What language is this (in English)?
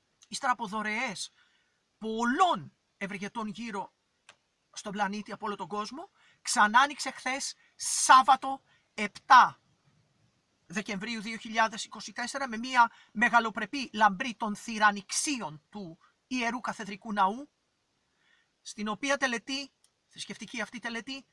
Greek